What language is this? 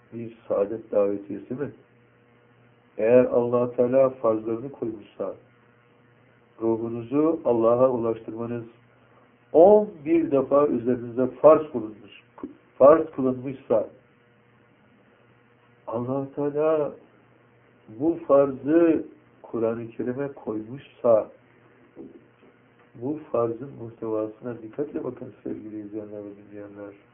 Turkish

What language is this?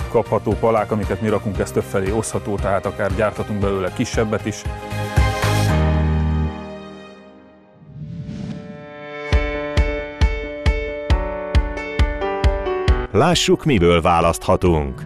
Hungarian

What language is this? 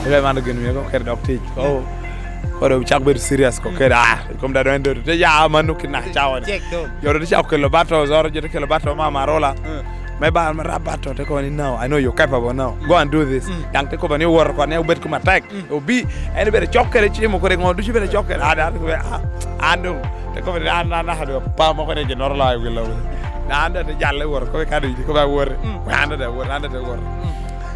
Lango (Uganda)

